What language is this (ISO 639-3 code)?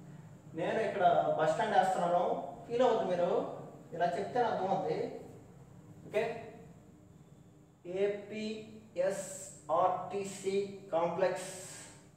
tel